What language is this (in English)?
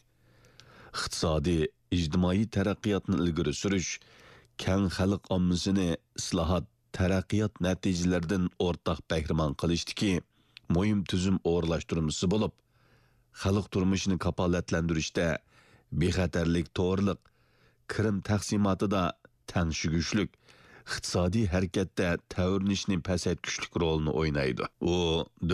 Uyghur